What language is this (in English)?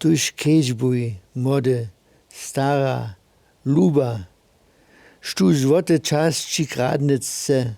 Upper Sorbian